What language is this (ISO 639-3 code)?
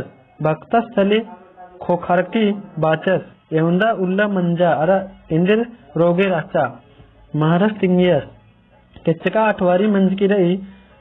kru